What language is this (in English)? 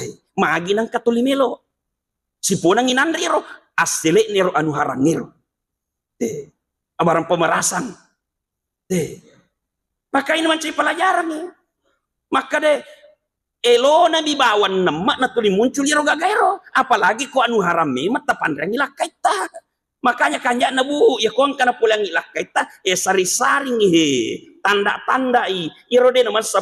Buginese